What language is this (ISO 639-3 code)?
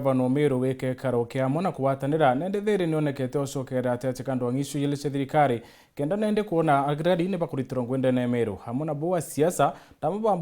mer